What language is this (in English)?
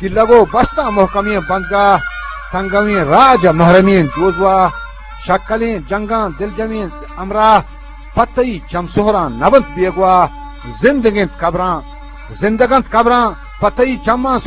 Eastern Balochi